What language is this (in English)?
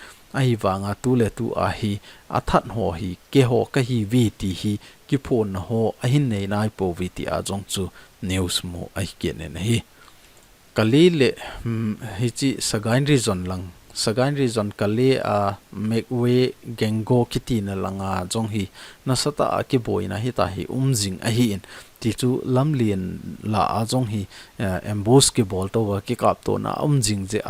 Thado Chin